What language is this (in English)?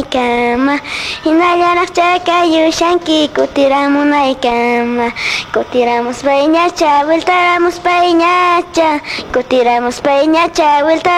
Quechua